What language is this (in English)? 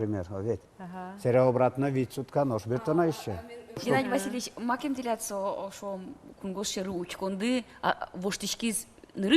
Udmurt